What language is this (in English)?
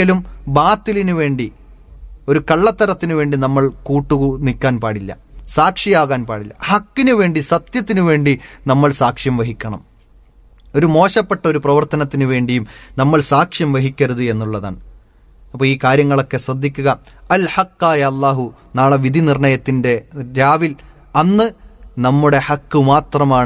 Malayalam